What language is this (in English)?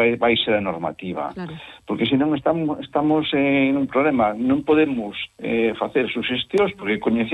Galician